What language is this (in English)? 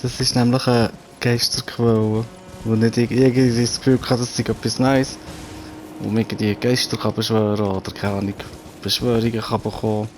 Swiss German